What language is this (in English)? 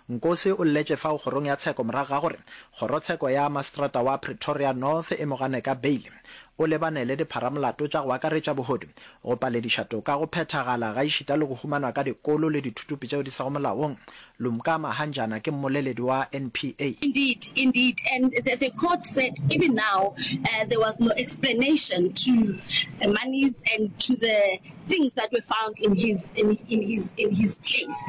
Northern Sotho